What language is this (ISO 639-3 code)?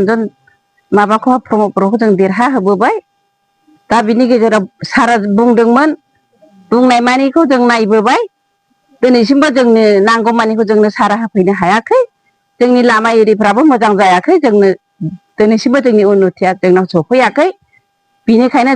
brx